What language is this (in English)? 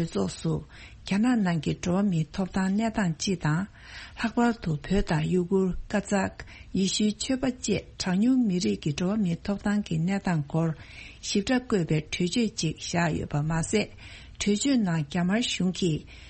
Tibetan